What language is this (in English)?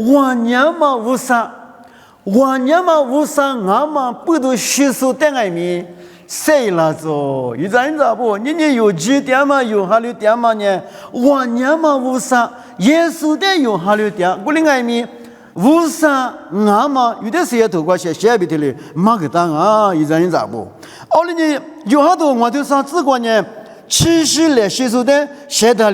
Lisu